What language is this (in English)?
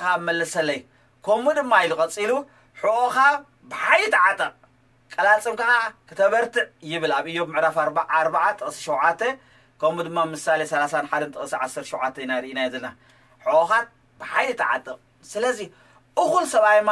Tigrinya